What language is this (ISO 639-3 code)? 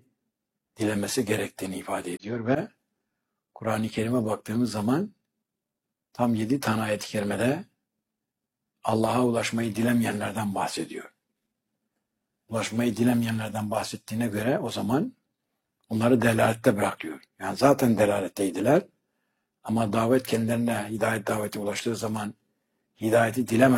tur